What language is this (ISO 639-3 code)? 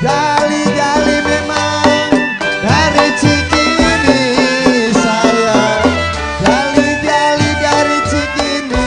bew